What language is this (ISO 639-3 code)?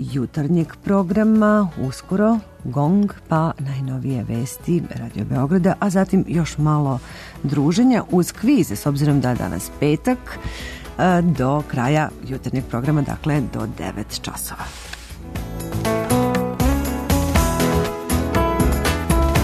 srp